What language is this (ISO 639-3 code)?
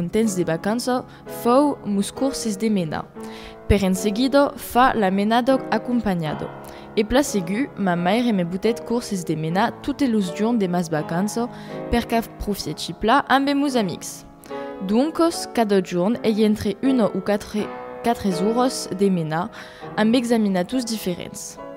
oci